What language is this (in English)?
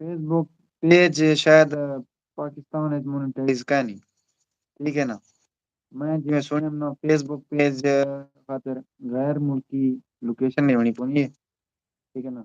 Saraiki